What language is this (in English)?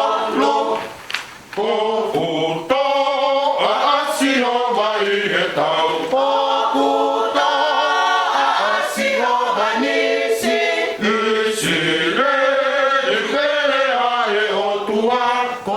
Tongan